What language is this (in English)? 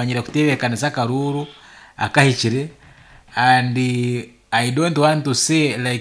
Nyankole